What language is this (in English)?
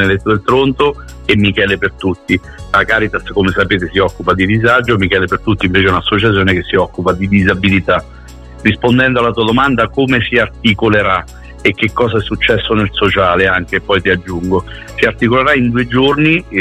Italian